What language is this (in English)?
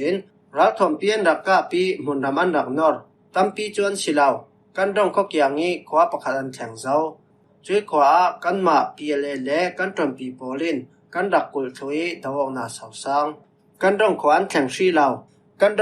Falam Chin